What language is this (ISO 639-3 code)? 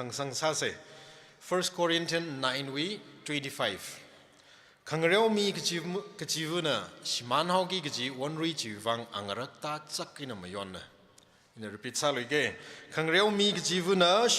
nmf